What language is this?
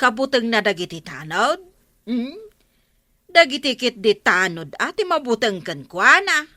Iloko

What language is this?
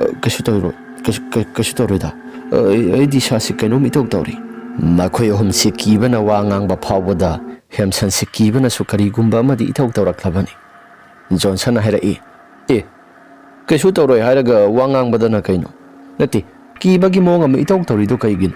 Manipuri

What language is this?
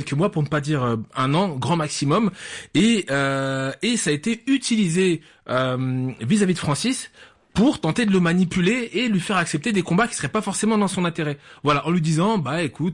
French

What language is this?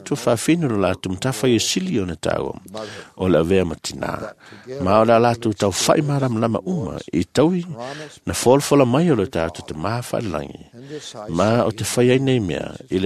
Samoan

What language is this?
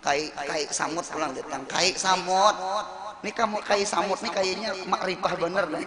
Banjar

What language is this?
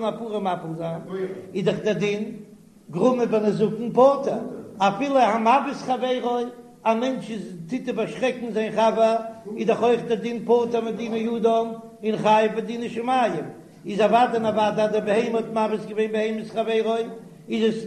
Yiddish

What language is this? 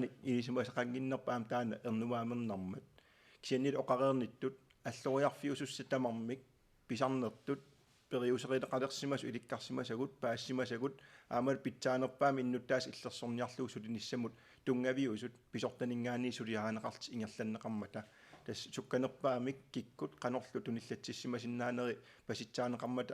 Kalaallisut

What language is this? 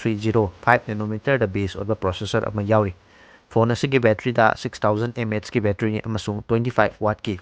Manipuri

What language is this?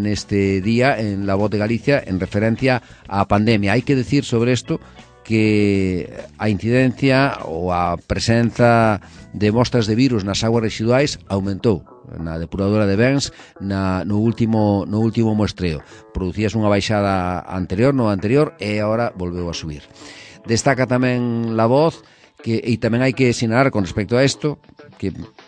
Galician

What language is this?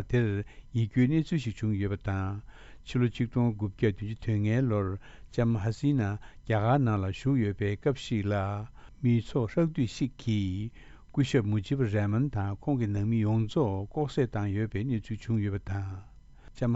Tibetan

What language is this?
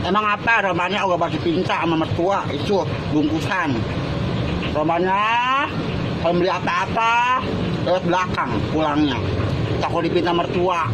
Betawi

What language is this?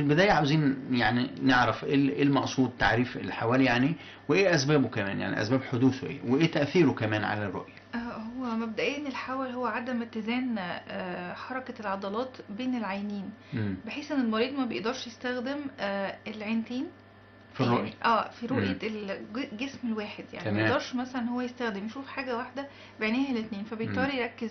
Egyptian Arabic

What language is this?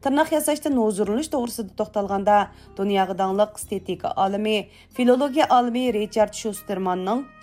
Uyghur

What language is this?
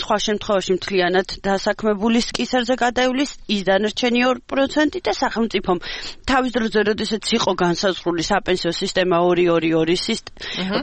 Georgian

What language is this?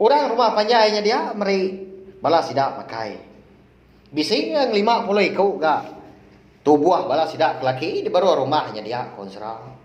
Iban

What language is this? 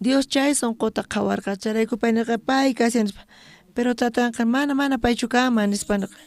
South Bolivian Quechua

